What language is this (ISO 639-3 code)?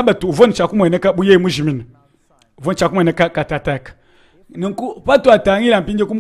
lua